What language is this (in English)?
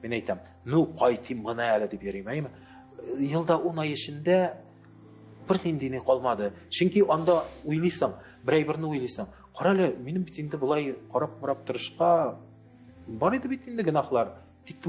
Tatar